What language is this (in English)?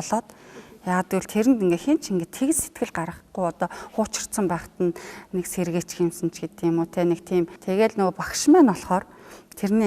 Mongolian